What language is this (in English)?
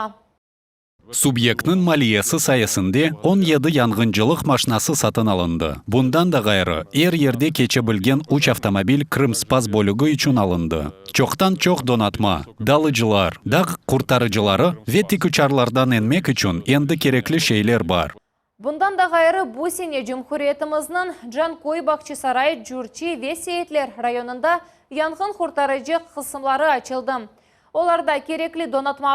Crimean Tatar